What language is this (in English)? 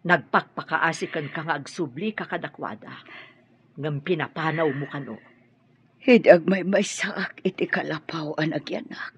Iloko